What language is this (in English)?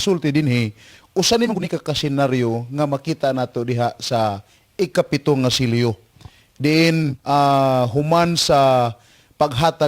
Cebuano